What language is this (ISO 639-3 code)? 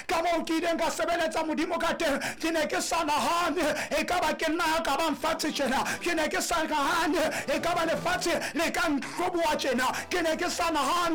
sot